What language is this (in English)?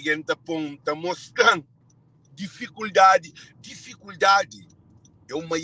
Kabuverdianu